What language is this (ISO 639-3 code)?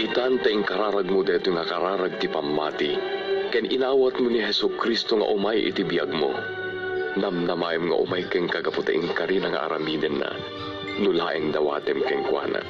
ilo